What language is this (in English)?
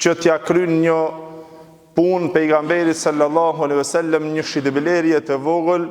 Albanian